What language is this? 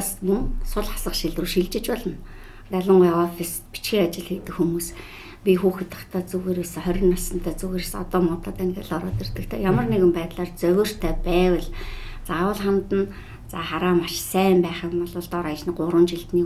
Mongolian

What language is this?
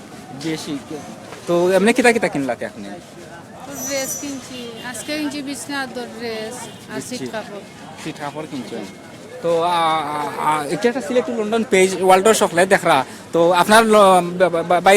Sylheti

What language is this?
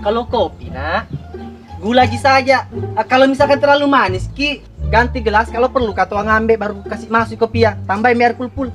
Buginese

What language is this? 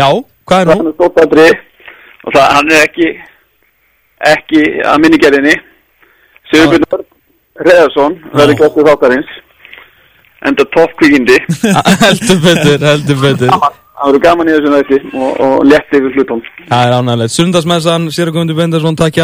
Icelandic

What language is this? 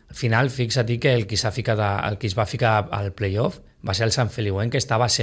Catalan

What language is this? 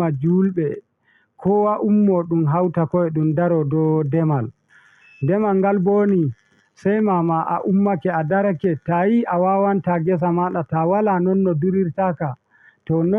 Fula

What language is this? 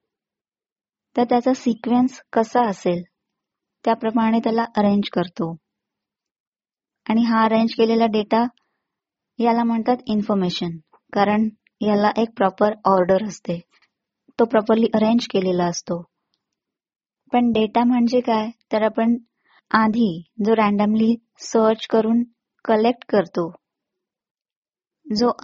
Marathi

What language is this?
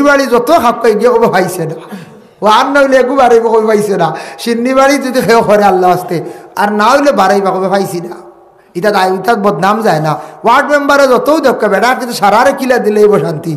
Sylheti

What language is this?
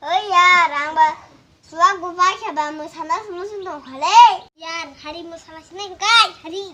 Kok Borok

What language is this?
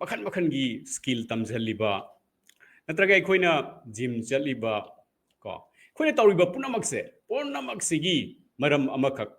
Manipuri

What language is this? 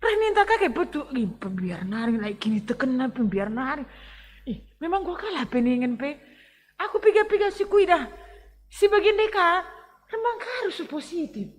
Batak Karo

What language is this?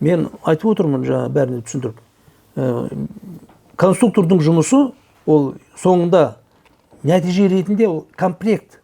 Kazakh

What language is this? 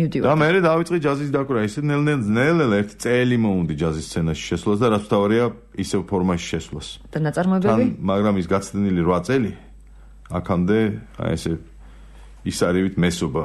Georgian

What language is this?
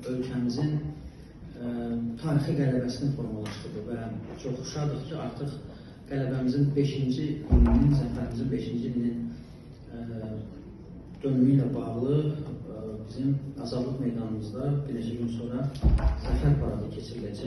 Azerbaijani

